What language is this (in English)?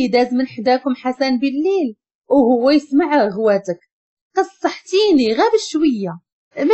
Moroccan Arabic